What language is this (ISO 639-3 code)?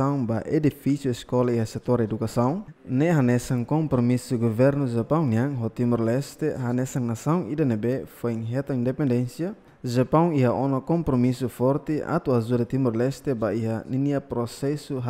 tet